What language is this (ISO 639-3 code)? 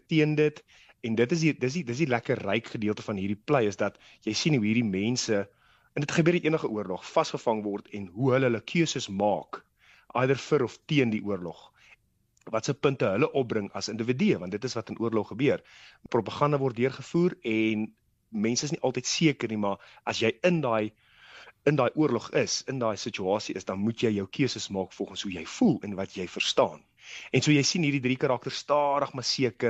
afr